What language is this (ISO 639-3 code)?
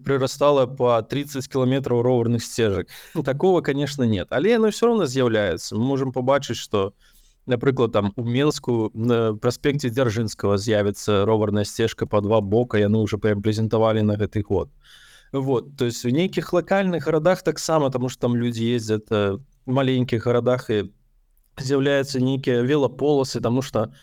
bel